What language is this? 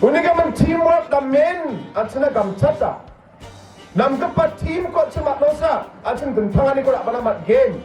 Garo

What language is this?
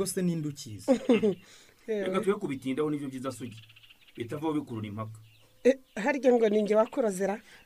Kinyarwanda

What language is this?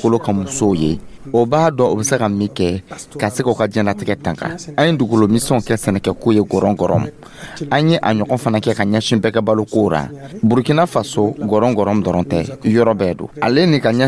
Dyula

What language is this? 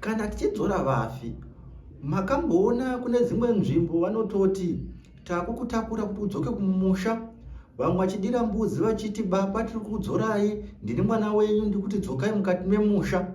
Shona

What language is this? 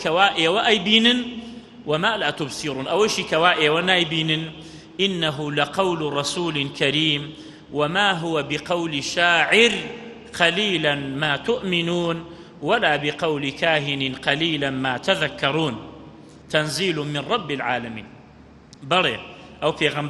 Central Kurdish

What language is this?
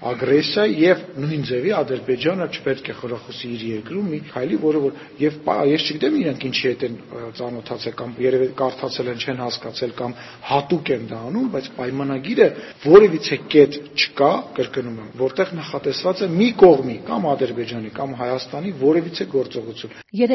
Armenian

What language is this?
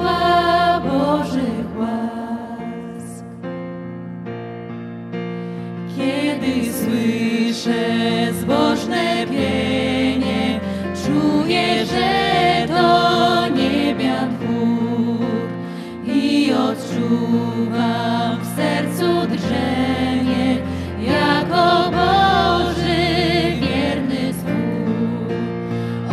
Polish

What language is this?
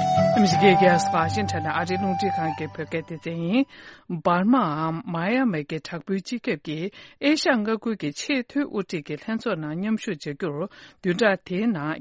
Tibetan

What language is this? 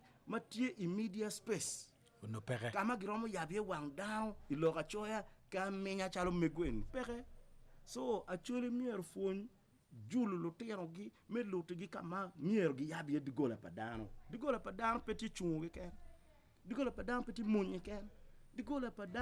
Acoli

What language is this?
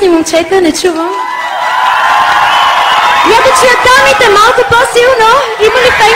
Bulgarian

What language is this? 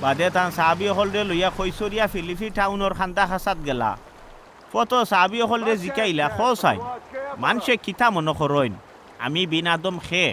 Sylheti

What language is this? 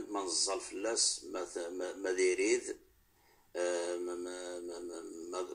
Kabyle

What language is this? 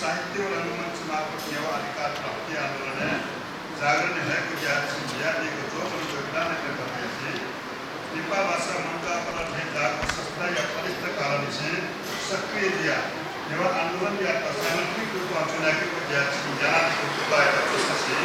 Newari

